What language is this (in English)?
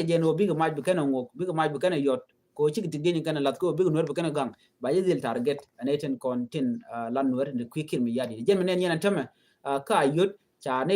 Nuer